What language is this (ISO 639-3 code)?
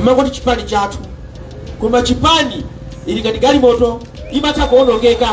nya